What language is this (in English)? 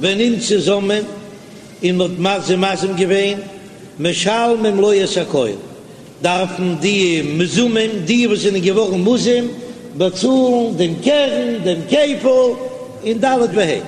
Yiddish